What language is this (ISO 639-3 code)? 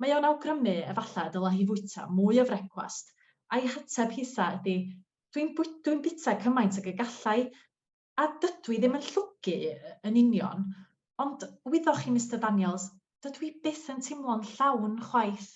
cym